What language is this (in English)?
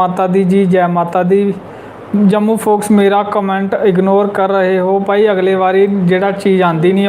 Dogri